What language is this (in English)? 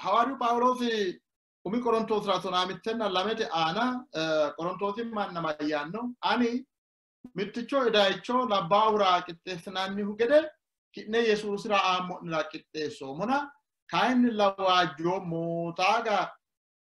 Sidamo